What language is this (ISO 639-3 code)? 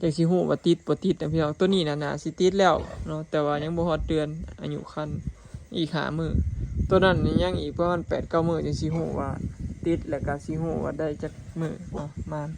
lao